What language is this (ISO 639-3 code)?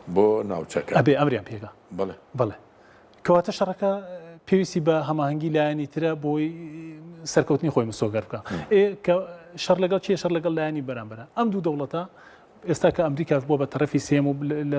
ckb